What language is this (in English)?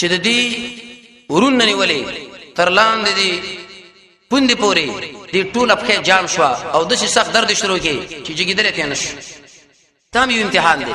Pashto